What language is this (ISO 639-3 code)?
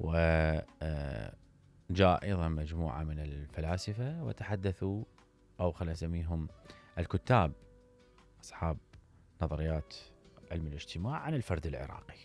acm